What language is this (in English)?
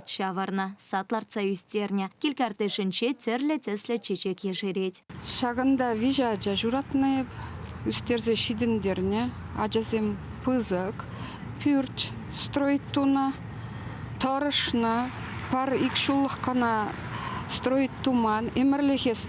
Chuvash